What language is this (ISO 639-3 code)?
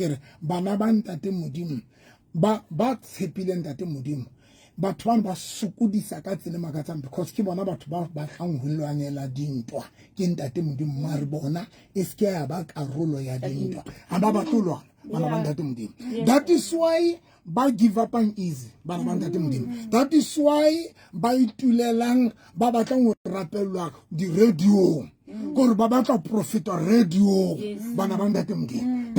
sot